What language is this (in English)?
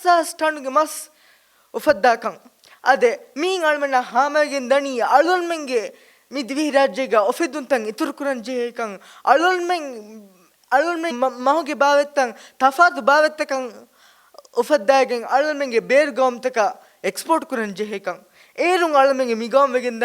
Divehi